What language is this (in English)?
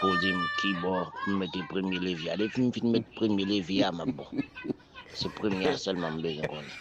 Haitian Creole